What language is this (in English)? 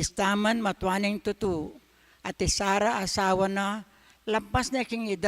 Pampanga